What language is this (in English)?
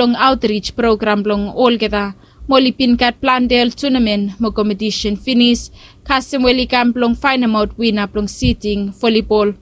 Bislama